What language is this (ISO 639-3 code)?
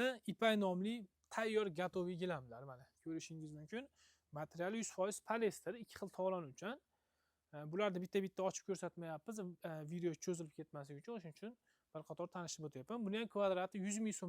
uzb